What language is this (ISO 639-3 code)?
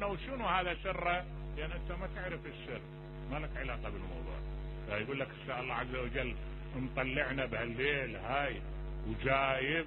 acm